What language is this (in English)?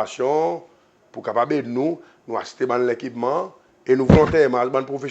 Seselwa Creole French